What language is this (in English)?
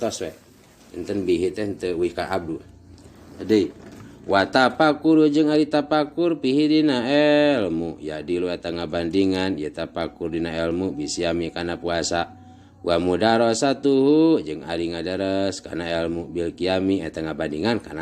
Sundanese